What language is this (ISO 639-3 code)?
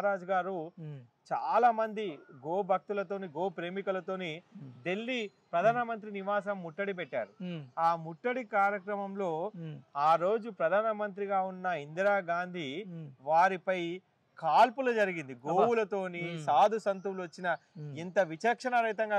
tel